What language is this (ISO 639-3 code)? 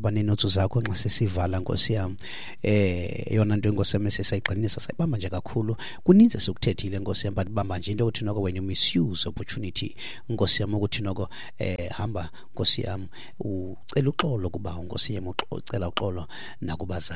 xho